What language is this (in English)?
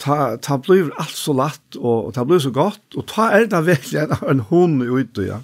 Faroese